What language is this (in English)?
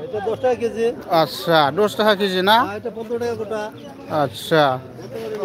Bodo